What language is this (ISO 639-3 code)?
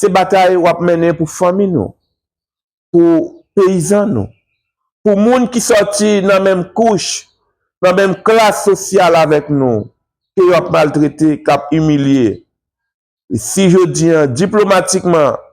hat